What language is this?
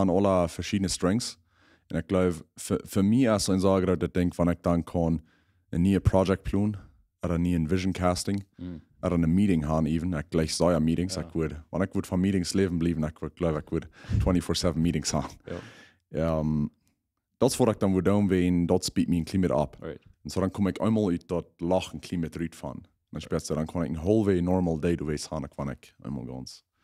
Plautdietsch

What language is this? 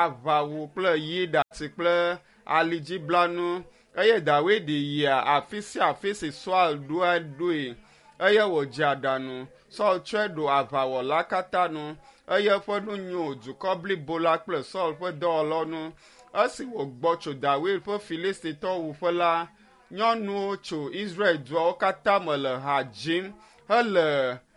Ewe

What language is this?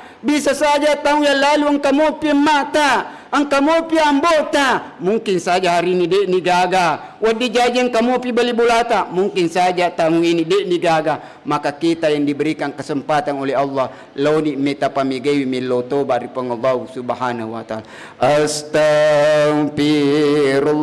Buginese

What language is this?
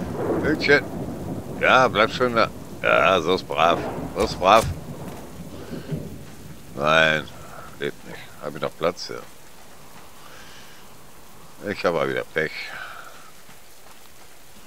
German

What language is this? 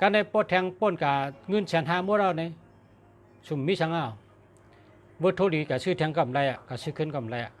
Shan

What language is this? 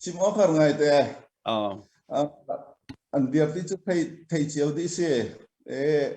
Hakha Chin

